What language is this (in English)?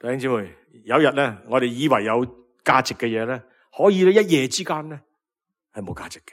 Cantonese